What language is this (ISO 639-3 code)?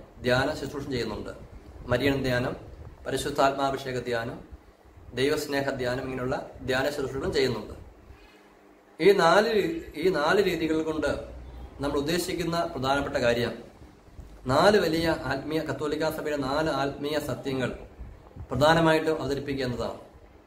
mal